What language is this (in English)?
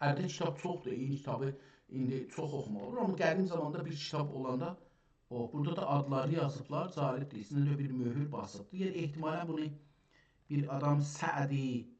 South Azerbaijani